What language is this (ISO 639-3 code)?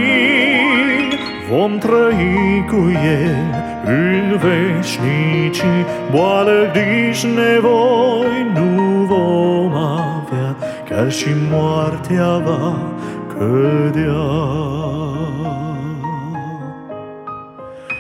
ron